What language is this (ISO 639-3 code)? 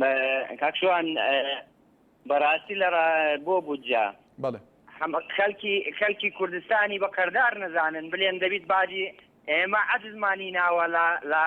ckb